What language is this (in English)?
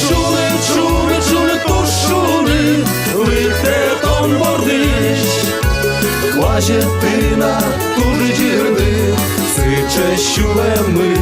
Udmurt